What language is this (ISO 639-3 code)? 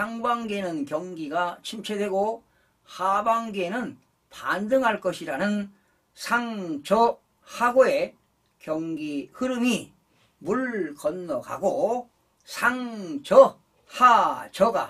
kor